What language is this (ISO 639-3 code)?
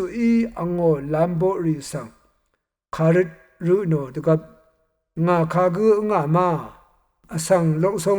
raw